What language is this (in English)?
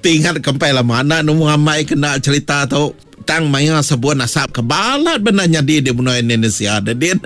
Iban